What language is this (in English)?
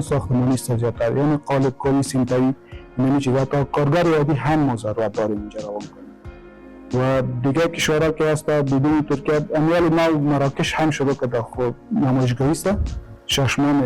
Persian